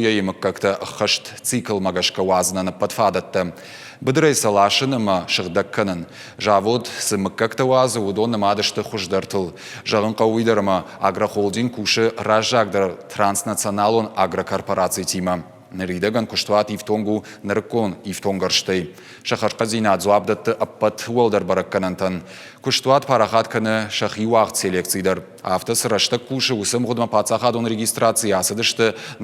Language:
Ossetic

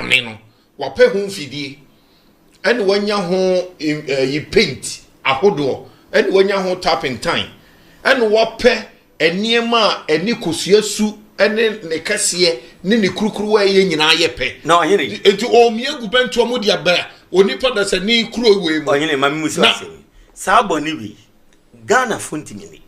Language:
Akan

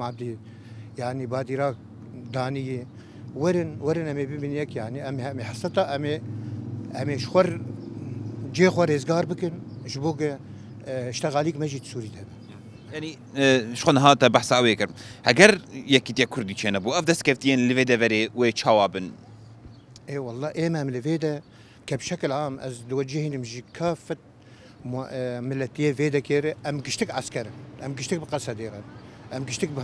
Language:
Kurdish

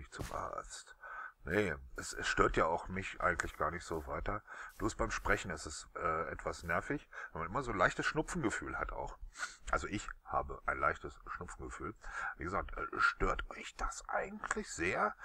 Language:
German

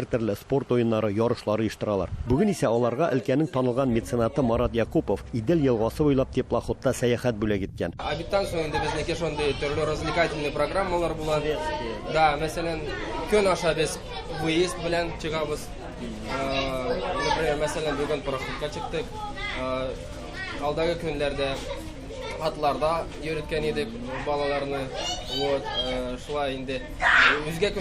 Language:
Tatar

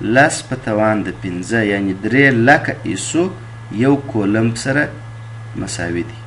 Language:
Pashto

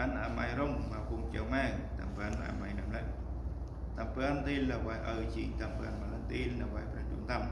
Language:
Central Mnong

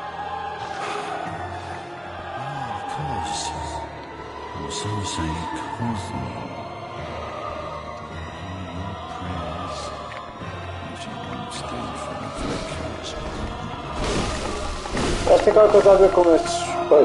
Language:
Portuguese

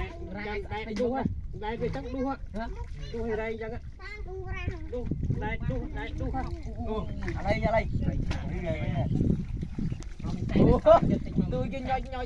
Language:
Vietnamese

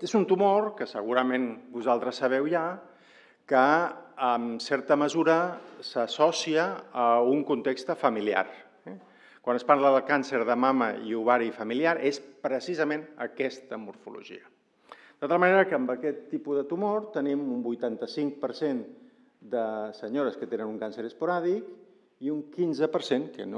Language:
Catalan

